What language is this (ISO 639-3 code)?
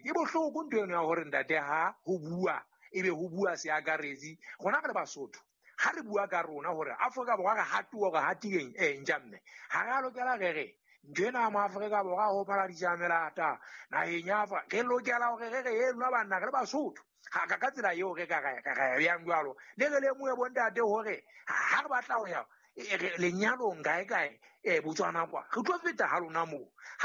sot